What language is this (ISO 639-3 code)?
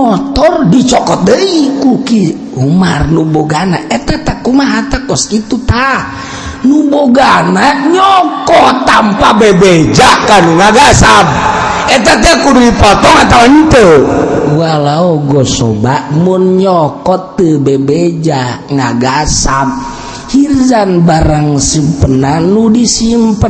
sun